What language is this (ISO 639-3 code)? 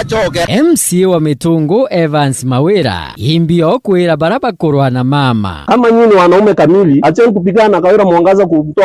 mer